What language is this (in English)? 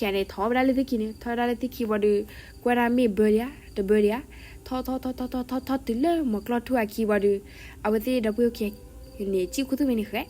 S'gaw Karen